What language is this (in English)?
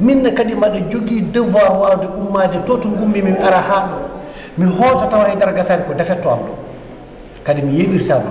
Fula